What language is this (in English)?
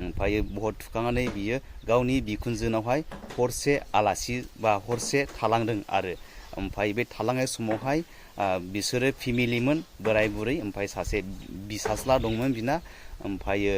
Bodo